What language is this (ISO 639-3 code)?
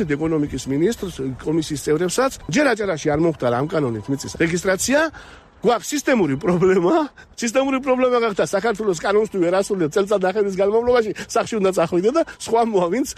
kat